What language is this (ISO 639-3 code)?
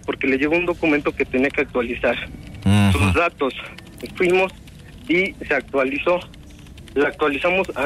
spa